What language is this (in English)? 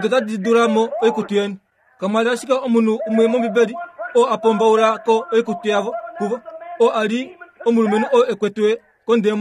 Kuanyama